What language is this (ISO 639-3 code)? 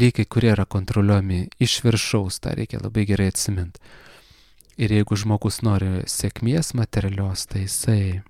lit